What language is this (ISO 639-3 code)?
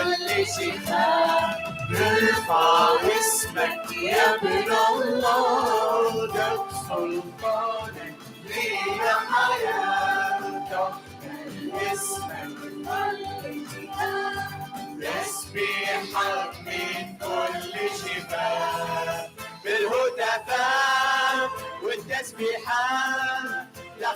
acm